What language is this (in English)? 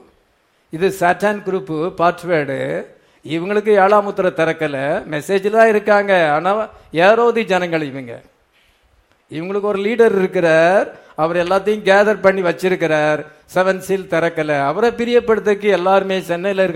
Tamil